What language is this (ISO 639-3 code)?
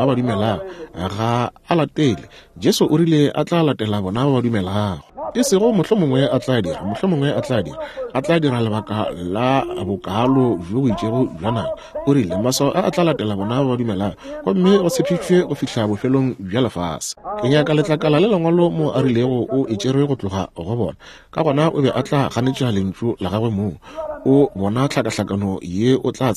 nso